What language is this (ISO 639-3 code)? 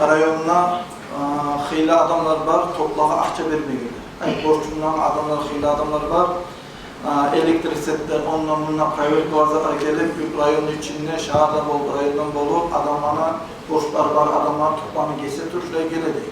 kum